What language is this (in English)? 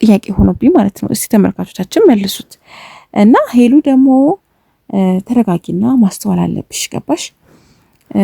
Amharic